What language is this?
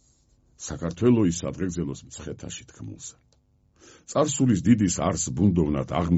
Georgian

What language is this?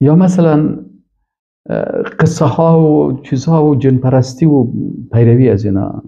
Persian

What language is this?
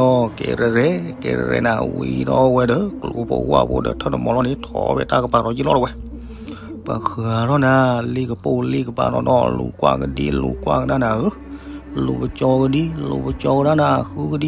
S'gaw Karen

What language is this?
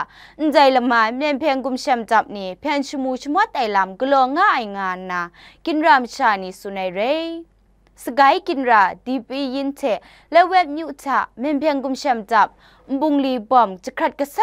Kachin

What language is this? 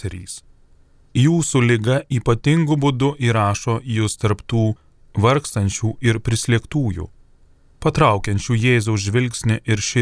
Lithuanian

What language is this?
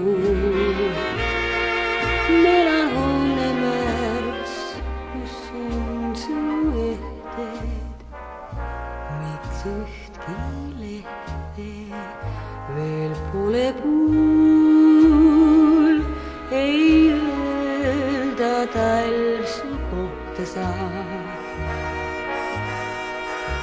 Estonian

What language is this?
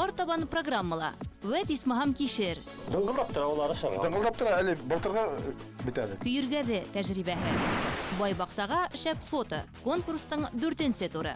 Bashkir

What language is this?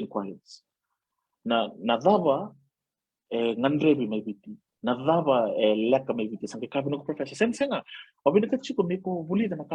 Fijian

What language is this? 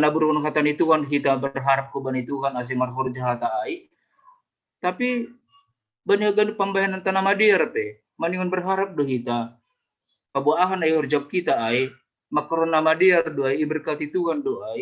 Batak Simalungun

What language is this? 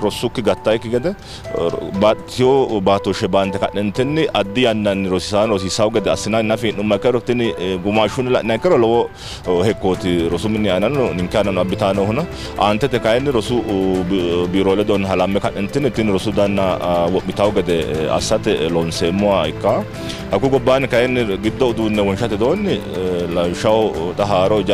Sidamo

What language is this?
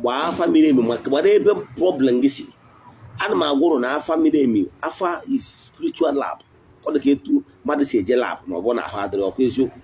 Igbo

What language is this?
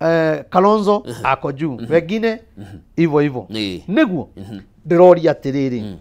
Kikuyu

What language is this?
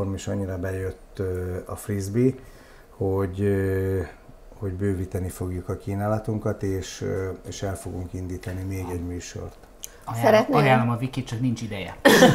Hungarian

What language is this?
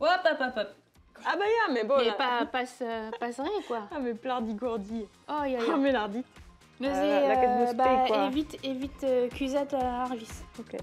Breton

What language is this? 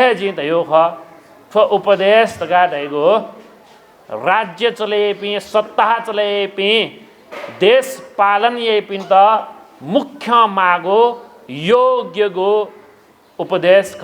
Newari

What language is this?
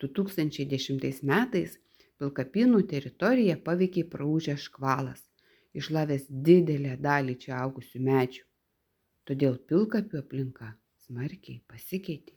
Lithuanian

